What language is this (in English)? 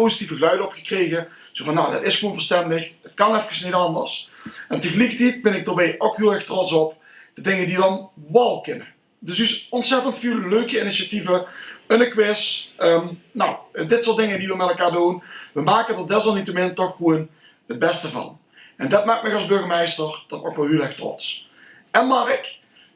Limburgish